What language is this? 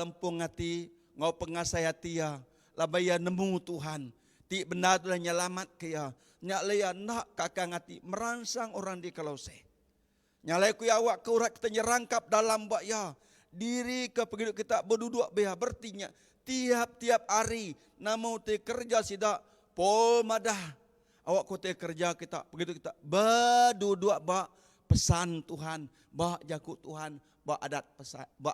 Iban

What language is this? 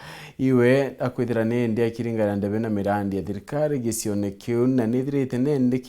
Meru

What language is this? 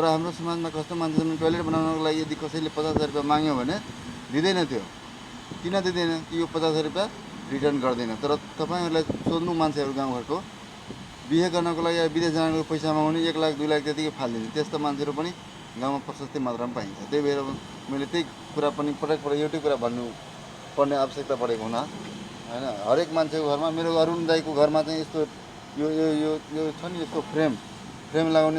Nepali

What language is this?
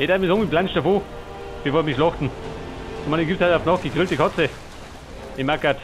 Bavarian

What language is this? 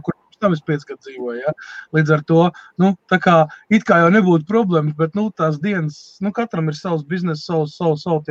Latvian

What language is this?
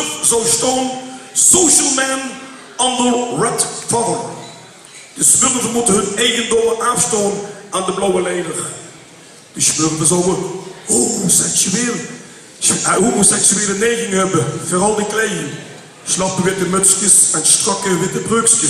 Limburgish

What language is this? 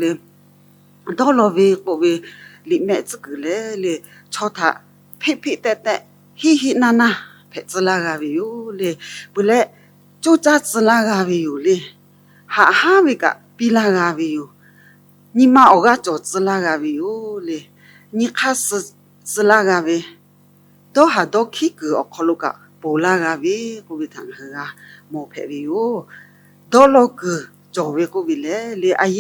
Lahu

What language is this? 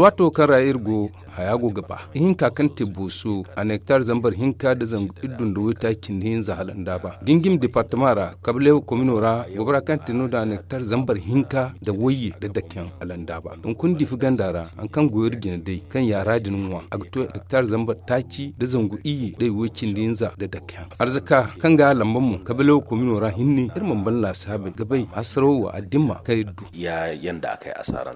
Zarma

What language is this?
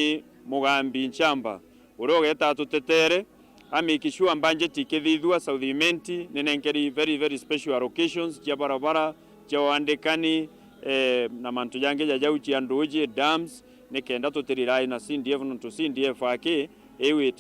Meru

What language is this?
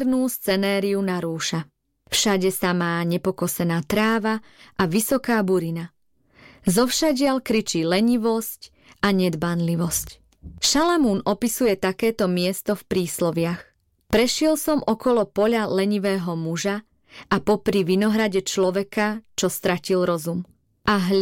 Slovak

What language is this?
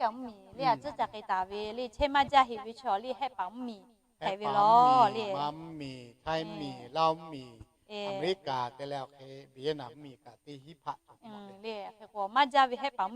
Lahu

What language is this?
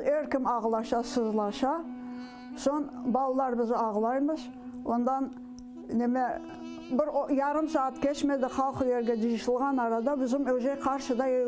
Crimean Tatar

